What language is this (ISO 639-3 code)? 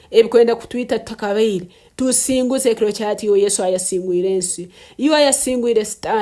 nyn